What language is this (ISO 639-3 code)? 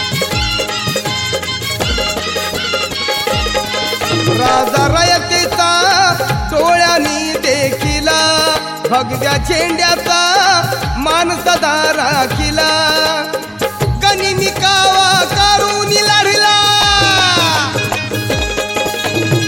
mar